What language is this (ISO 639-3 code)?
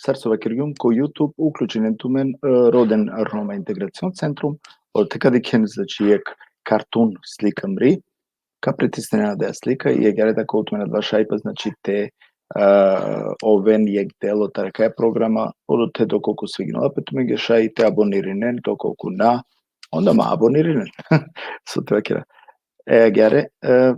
rmn